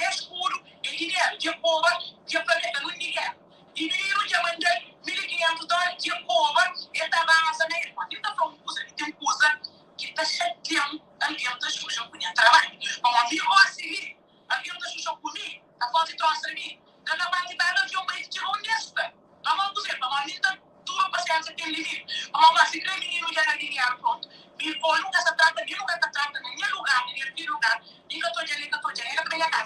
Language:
Kabuverdianu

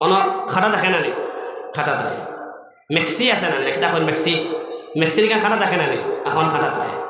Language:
Sylheti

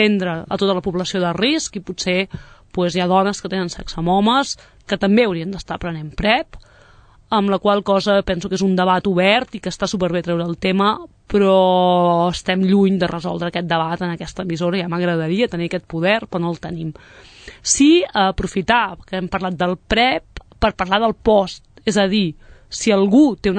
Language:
Catalan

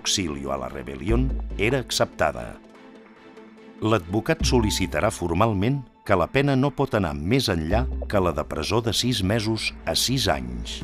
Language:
Catalan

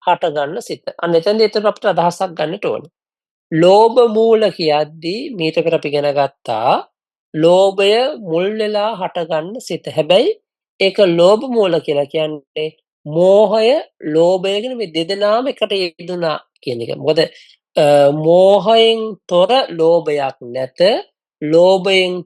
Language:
Sinhala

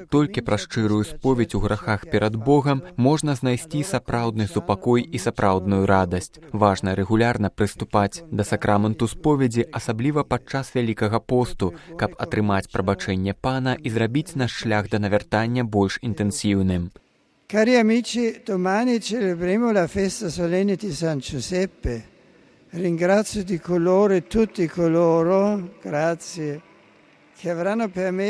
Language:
Belarusian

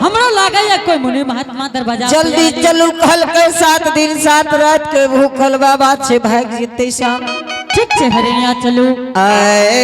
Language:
Angika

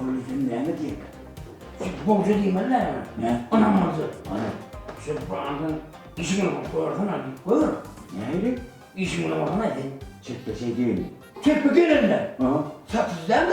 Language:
Turkmen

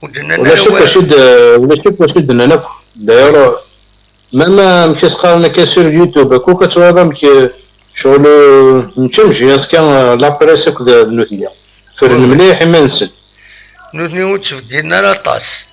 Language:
Kabyle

